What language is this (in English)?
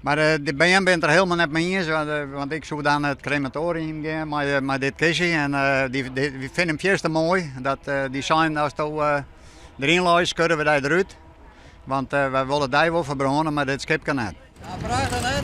Western Frisian